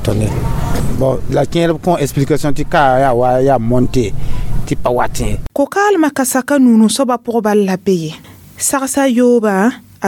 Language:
Mossi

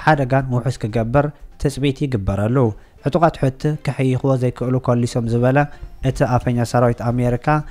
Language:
Tigrinya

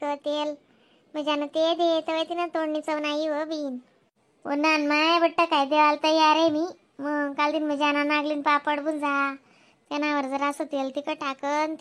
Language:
Khandesi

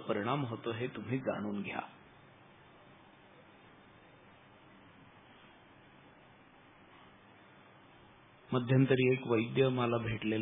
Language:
Marathi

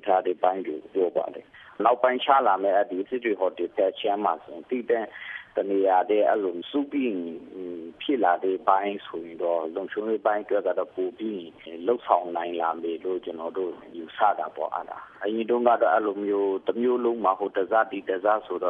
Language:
Burmese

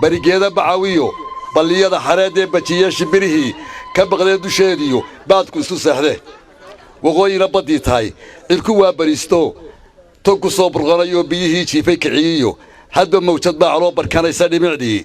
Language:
Somali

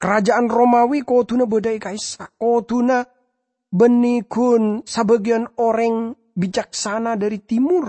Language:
Madurese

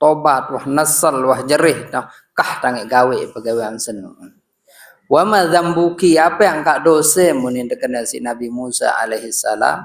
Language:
Sasak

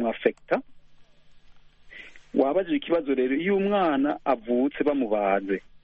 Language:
Kinyarwanda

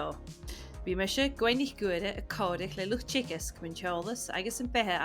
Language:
Scottish Gaelic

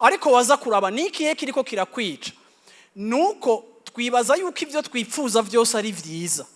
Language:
Rundi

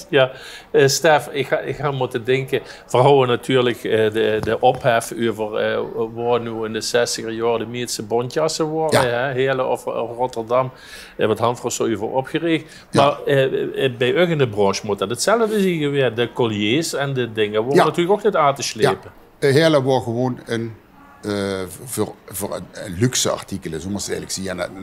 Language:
Limburgish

